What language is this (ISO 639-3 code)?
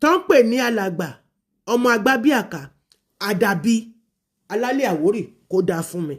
yor